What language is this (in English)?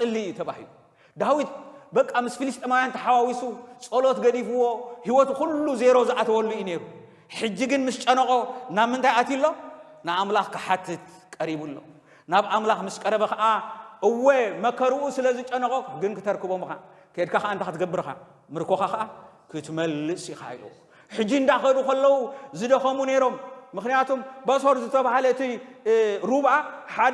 Tigrinya